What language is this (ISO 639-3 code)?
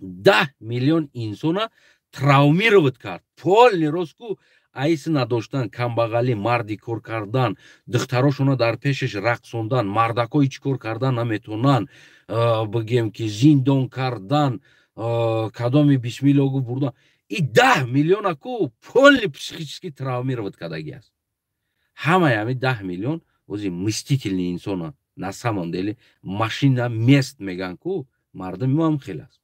tgk